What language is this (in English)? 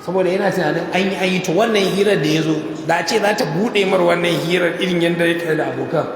Hausa